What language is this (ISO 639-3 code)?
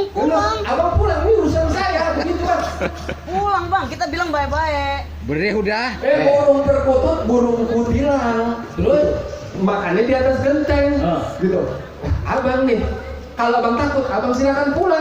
bew